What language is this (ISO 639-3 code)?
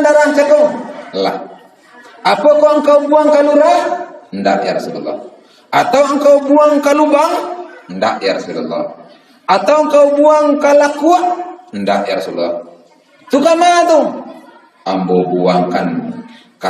min